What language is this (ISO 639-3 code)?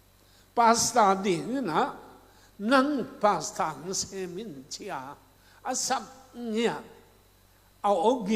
ctd